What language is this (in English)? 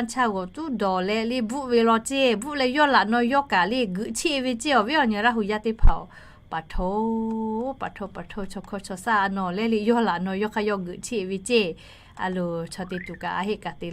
Lahu